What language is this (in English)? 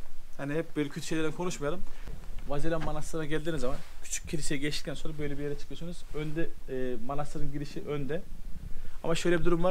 Turkish